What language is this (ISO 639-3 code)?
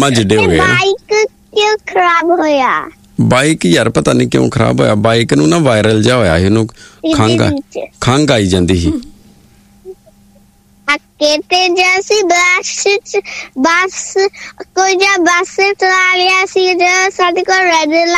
pan